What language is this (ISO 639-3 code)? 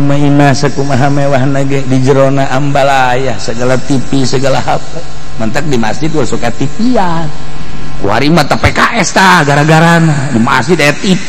sun